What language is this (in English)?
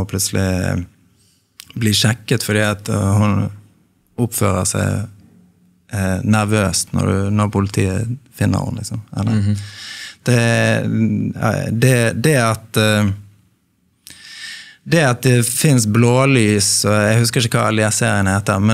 Norwegian